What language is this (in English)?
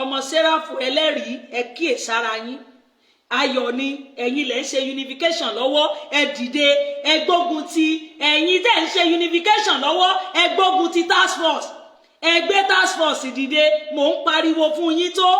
Yoruba